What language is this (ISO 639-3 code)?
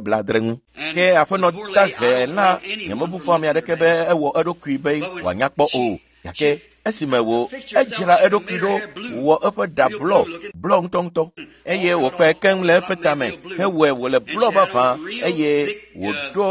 ewe